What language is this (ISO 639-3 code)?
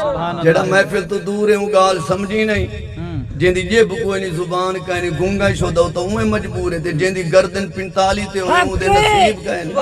skr